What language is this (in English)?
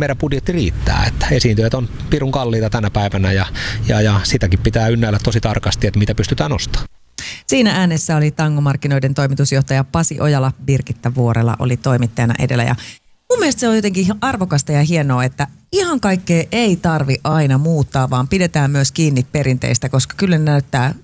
Finnish